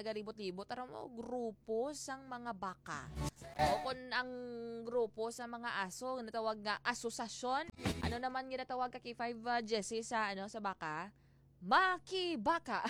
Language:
Hiligaynon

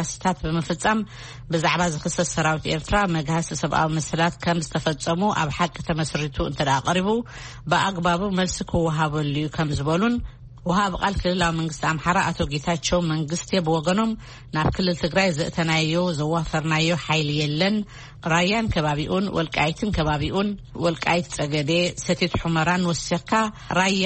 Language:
Tigrinya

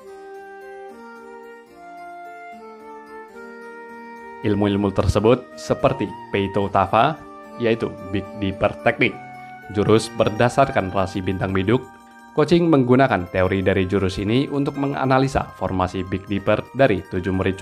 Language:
Indonesian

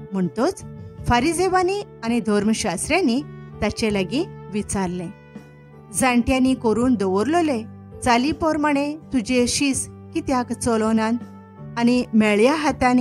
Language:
Konkani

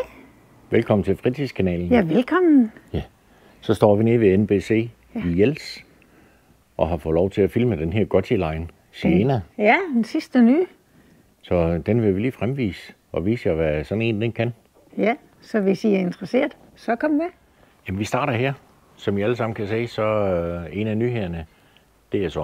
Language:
Danish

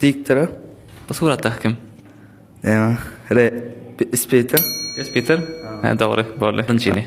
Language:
Turkmen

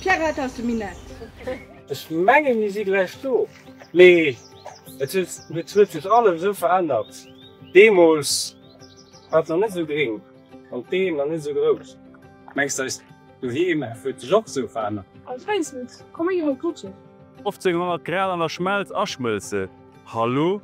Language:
Luxembourgish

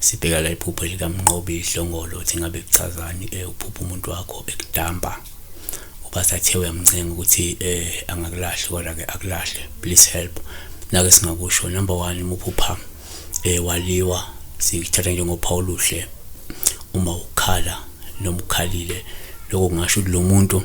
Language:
Zulu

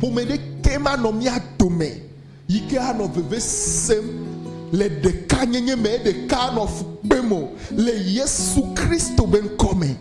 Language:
Ewe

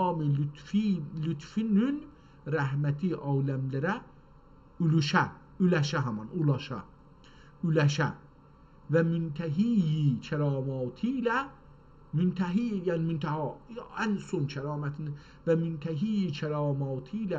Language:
South Azerbaijani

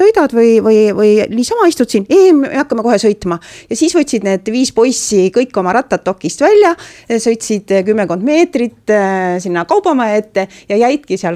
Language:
Estonian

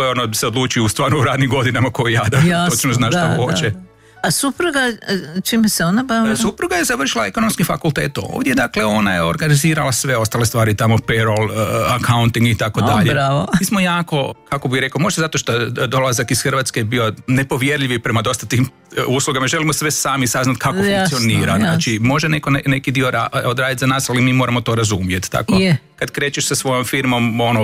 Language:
Croatian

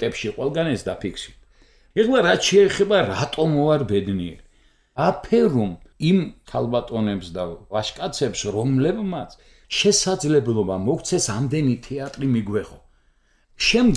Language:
Georgian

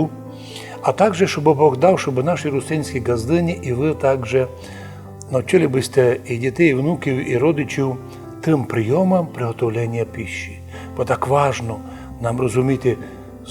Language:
Rusyn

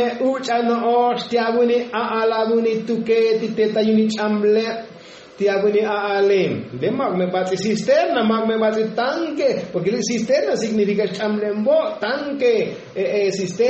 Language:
Tzotzil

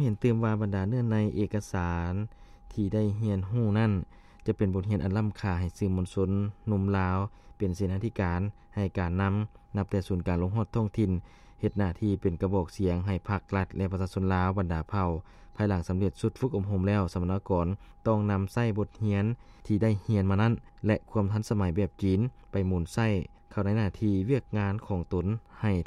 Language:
Lao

